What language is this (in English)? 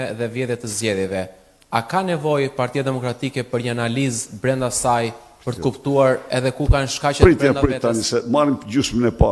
Albanian